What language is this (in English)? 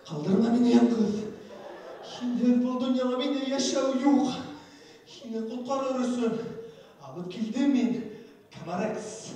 Bashkir